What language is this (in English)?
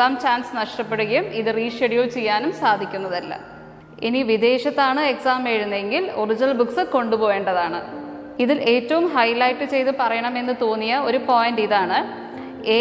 Malayalam